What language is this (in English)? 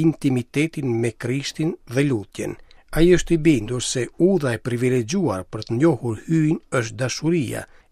Albanian